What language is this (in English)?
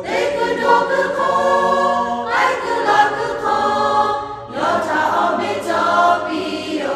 Lahu